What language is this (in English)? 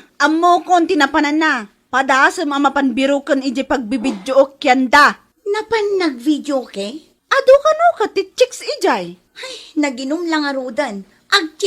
Iloko